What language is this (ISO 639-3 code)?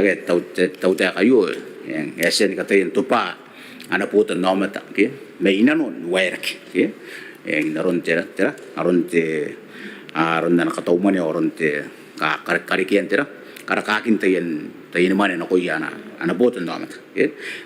gil